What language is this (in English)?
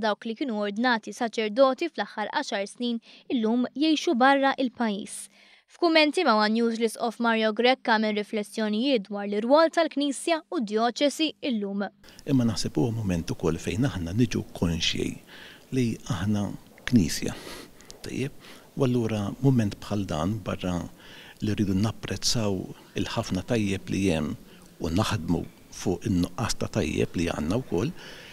Maltese